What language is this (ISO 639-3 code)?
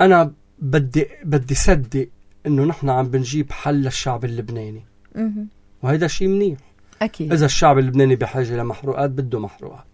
apc